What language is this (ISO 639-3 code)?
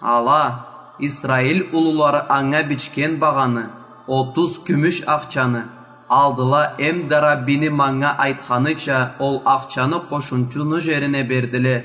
krc